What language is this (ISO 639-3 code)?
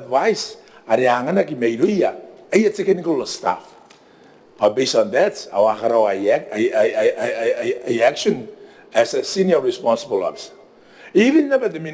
gil